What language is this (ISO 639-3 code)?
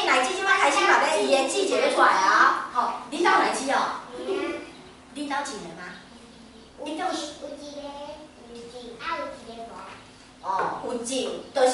nan